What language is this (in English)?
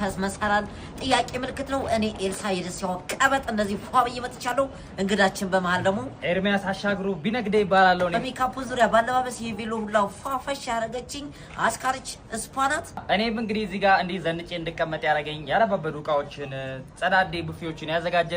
Amharic